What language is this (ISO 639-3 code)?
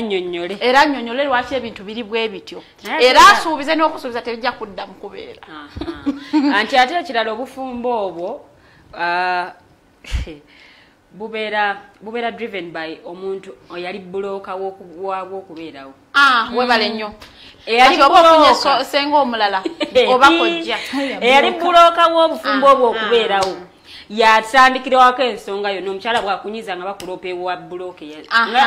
lug